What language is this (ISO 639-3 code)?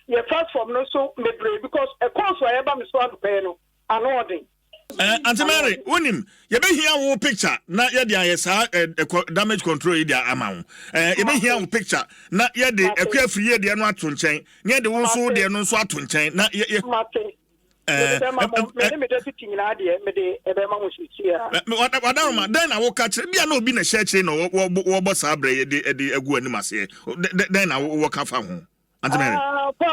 aka